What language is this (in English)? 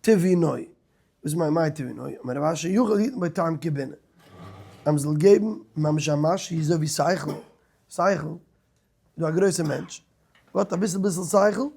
Yiddish